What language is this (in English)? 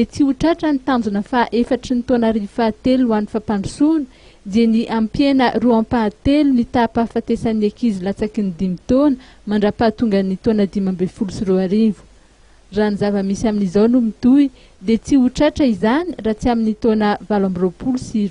Malagasy